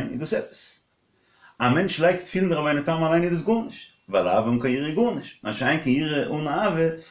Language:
Yiddish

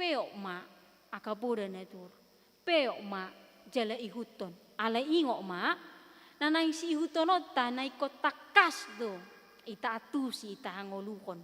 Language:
Batak Toba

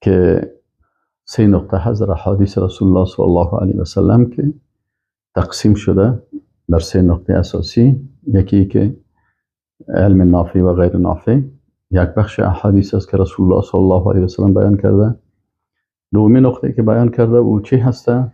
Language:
Persian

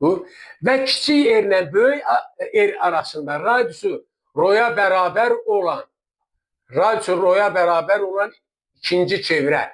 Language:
Azerbaijani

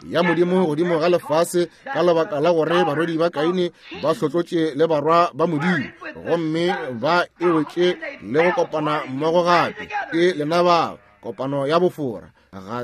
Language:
Northern Sotho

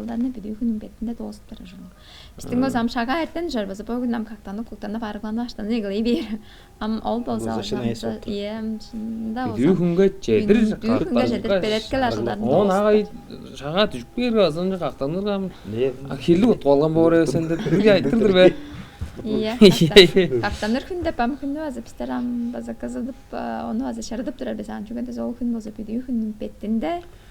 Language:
Tuvinian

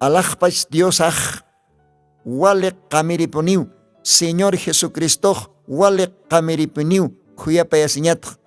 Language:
Aymara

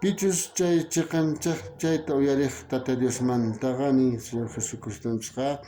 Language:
South Bolivian Quechua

